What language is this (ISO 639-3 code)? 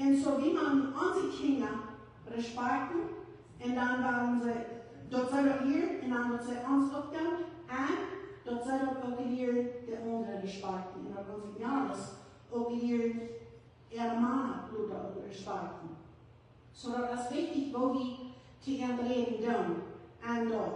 pdt